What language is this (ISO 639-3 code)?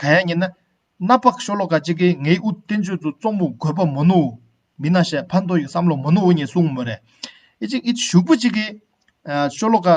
bod